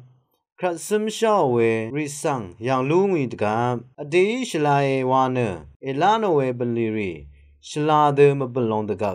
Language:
Rawang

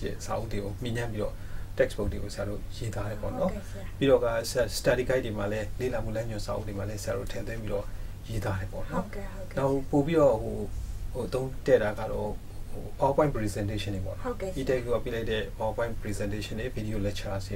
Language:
Burmese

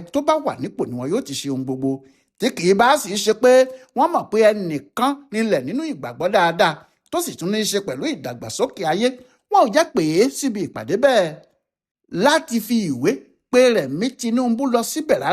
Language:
Yoruba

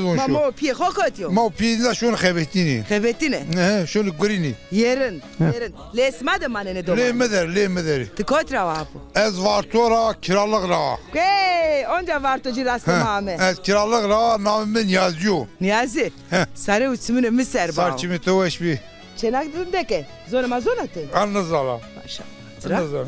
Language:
Zaza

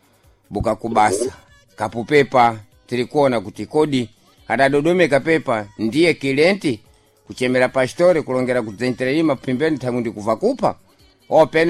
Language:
Sena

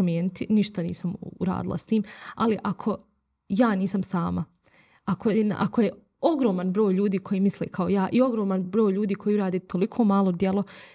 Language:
Bosnian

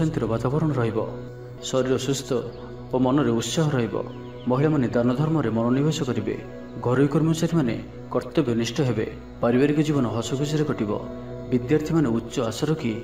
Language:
Odia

